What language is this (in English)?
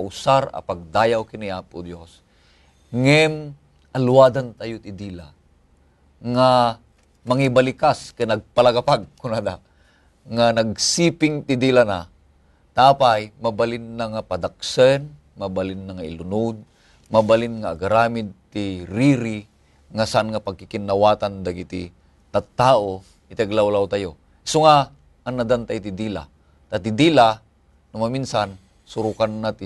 Iloko